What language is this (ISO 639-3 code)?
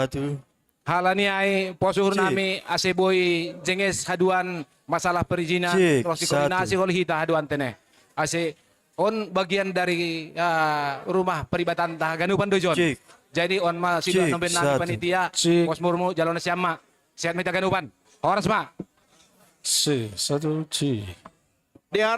bts